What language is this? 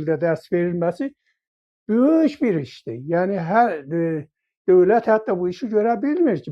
South Azerbaijani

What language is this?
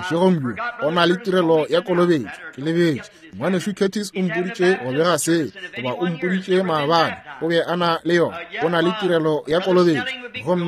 Northern Sotho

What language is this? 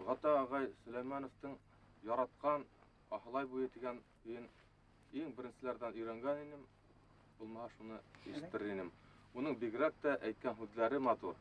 Bashkir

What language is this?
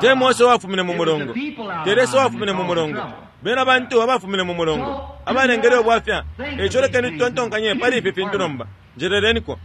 Bemba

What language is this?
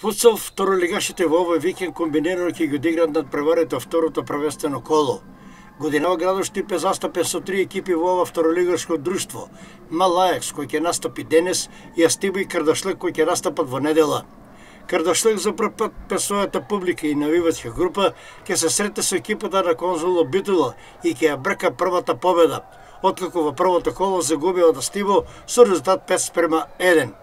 Macedonian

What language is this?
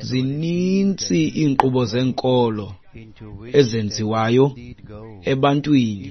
Xhosa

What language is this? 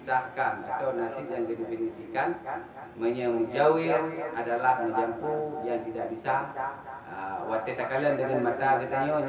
Achinese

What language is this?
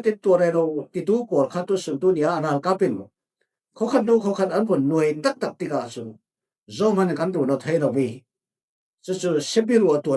Falam Chin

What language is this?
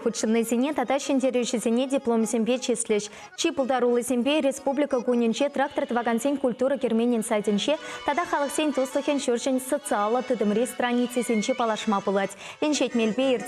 Chuvash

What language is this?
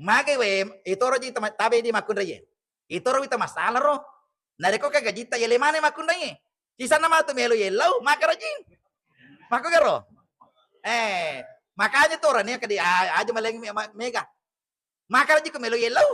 Buginese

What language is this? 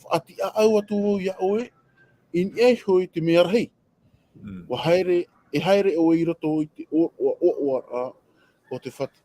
Tahitian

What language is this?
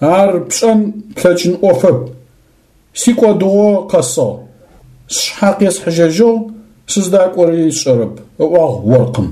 Adyghe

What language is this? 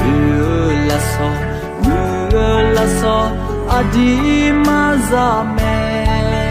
Akha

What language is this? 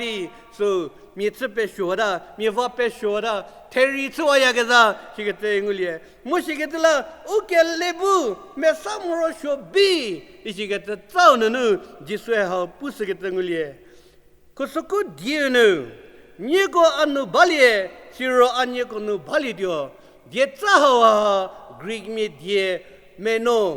Angami Naga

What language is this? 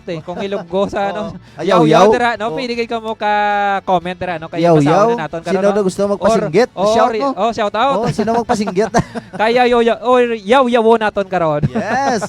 Hiligaynon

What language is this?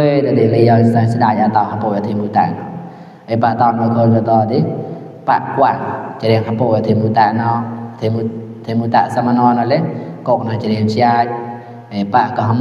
Mon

